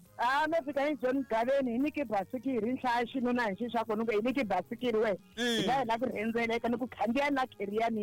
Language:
Tsonga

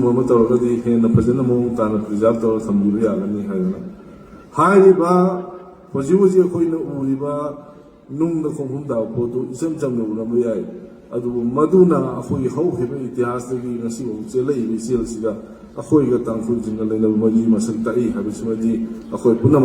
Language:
Manipuri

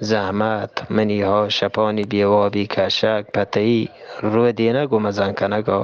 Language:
Eastern Balochi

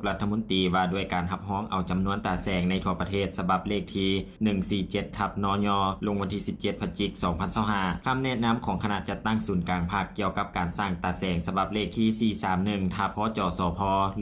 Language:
Lao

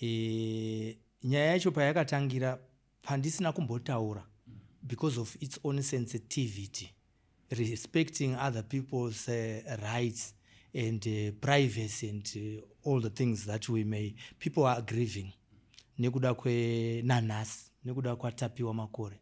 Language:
Shona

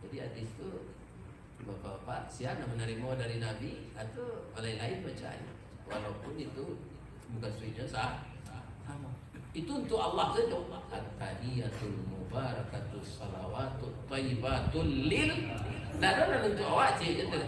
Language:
Minangkabau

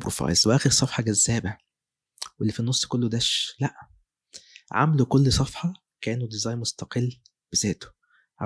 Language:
Egyptian Arabic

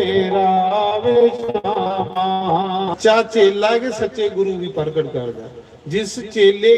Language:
Dogri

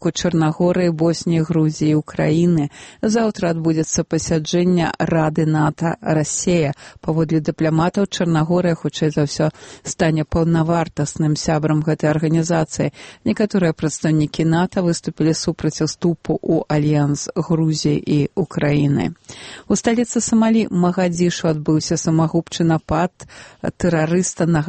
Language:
Belarusian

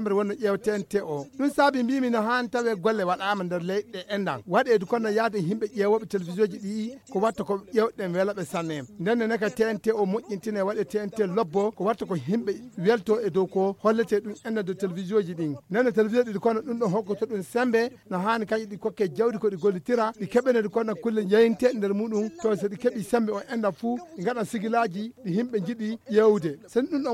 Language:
Fula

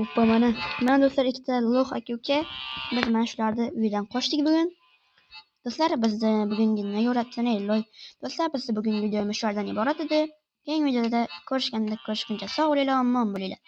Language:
Uzbek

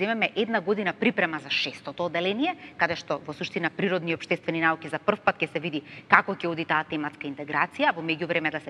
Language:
Macedonian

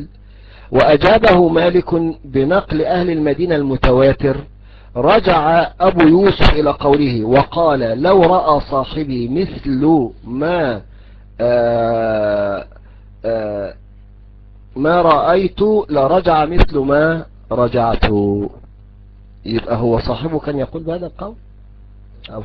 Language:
Arabic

